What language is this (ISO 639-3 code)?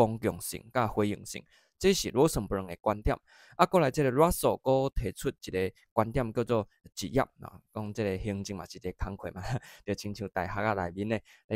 nan